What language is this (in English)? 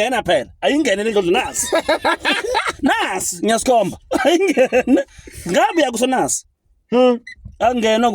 Zulu